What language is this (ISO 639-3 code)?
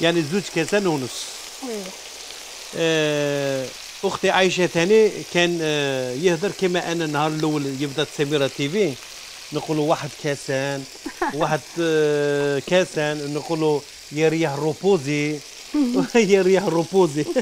arq